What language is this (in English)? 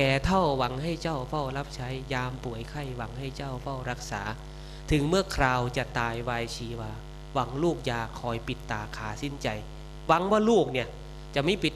Northeastern Thai